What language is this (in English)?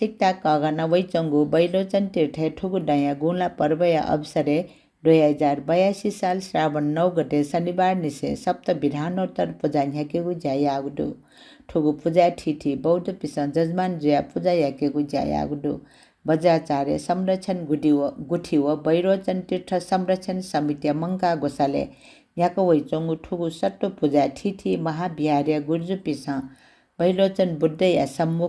Newari